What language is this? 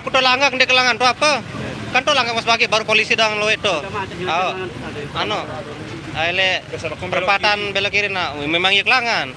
Sasak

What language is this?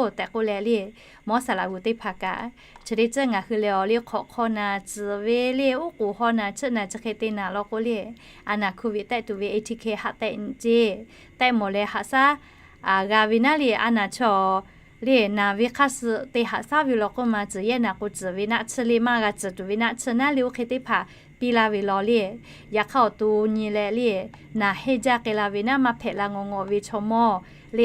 Lahu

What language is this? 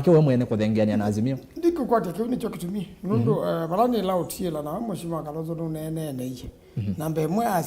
Kamba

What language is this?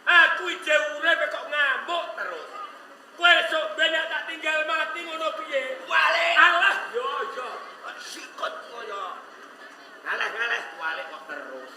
Javanese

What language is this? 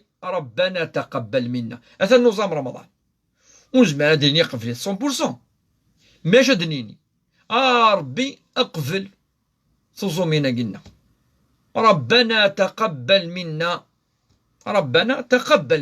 Kabyle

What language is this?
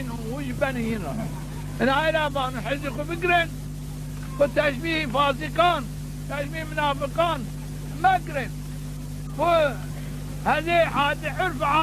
Zaza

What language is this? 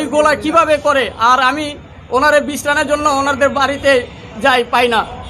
Bangla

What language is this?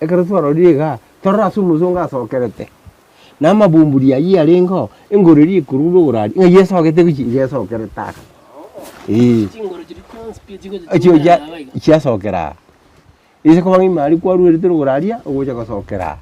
Gusii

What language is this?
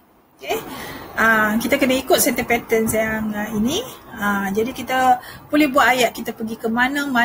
Malay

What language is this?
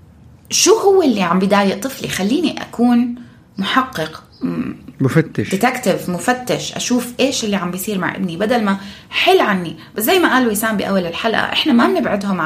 North Levantine Arabic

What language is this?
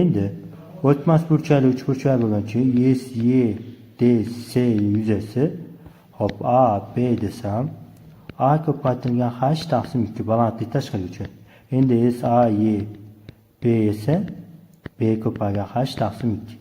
Uzbek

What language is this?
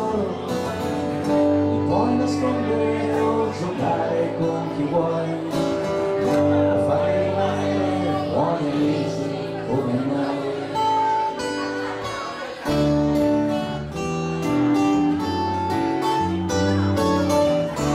Italian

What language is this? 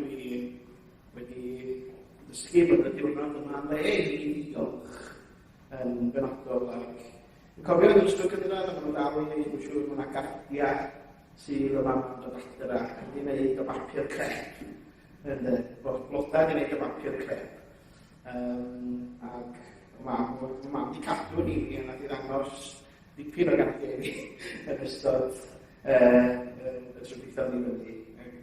Welsh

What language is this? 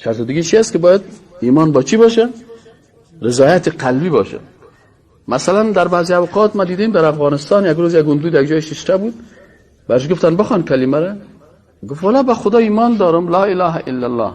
Persian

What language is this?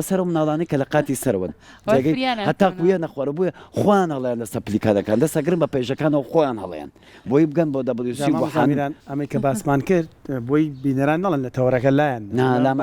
Central Kurdish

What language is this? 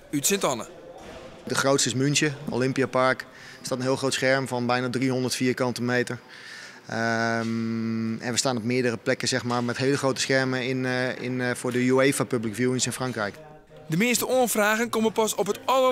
Western Frisian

